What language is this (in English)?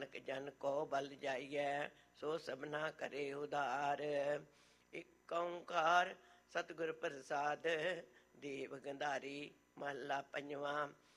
Punjabi